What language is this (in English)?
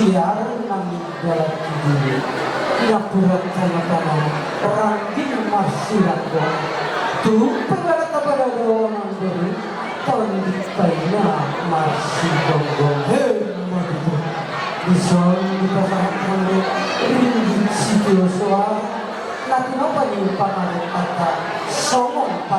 Batak Toba